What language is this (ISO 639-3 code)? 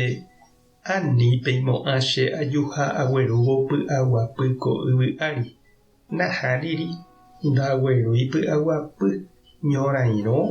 grn